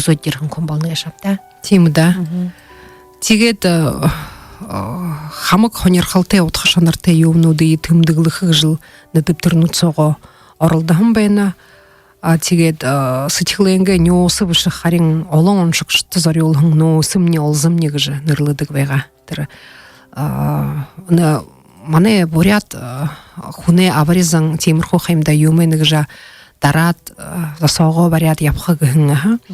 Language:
Buriat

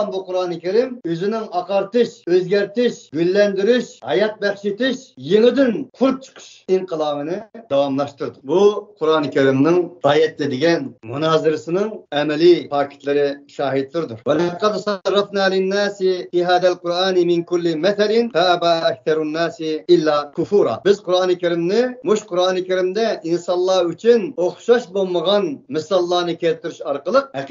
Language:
Uyghur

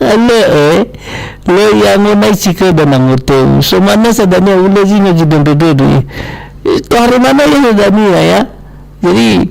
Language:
Nias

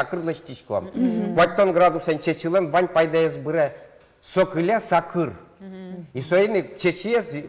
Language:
Udmurt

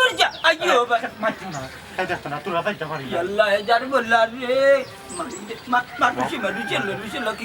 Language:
Sylheti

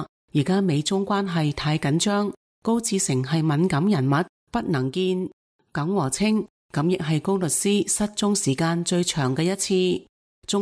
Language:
Cantonese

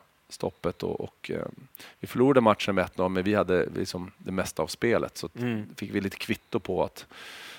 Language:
Swedish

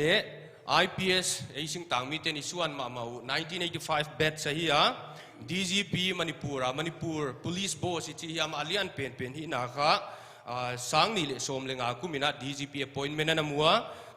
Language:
Paite Chin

